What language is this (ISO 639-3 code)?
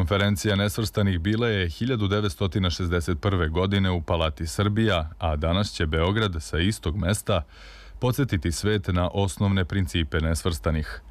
srp